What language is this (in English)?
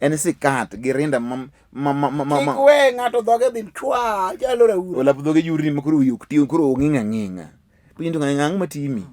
Luo (Kenya and Tanzania)